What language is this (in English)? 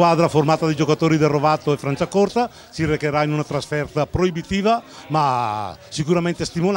Italian